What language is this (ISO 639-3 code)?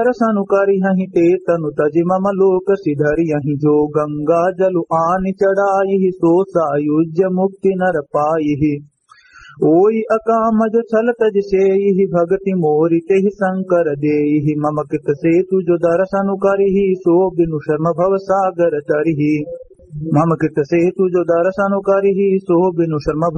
awa